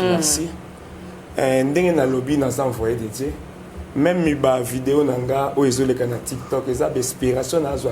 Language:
Lingala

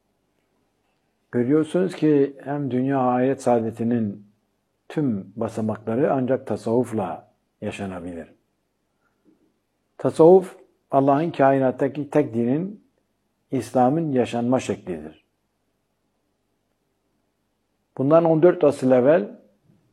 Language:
Turkish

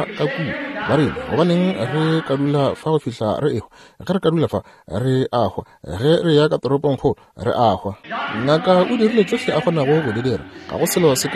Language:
Northern Sotho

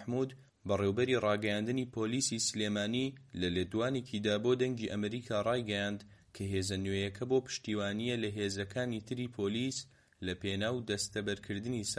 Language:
Central Kurdish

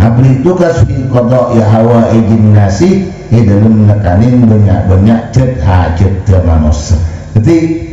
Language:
Madurese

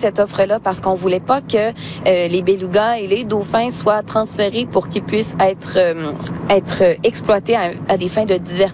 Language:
French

